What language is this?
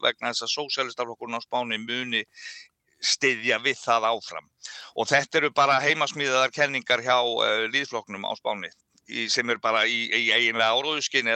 Icelandic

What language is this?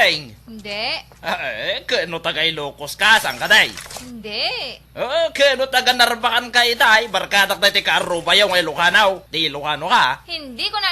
Iloko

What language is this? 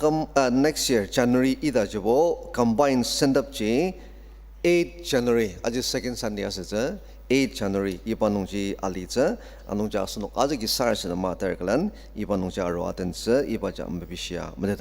Ao Naga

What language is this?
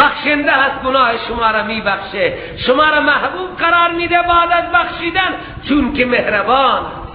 Persian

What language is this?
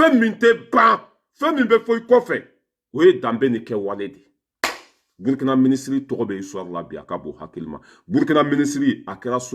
Bambara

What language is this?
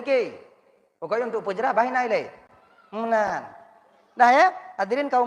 Achinese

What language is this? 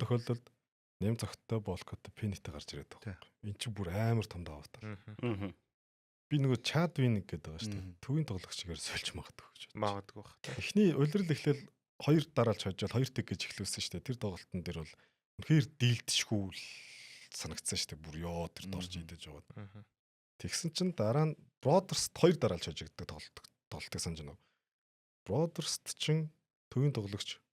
Mongolian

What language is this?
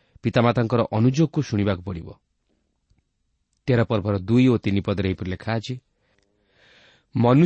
Odia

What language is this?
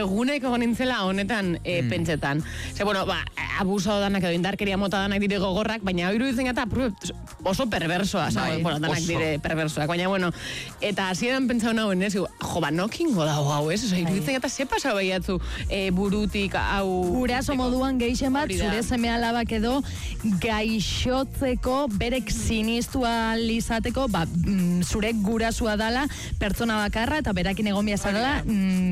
Basque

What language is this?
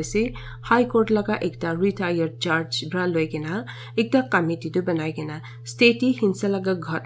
Naga Pidgin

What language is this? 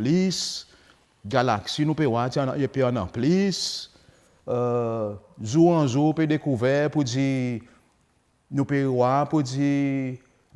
Seselwa Creole French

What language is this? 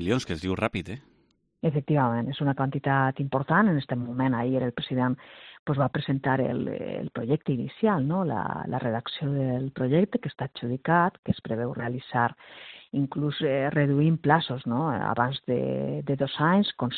Catalan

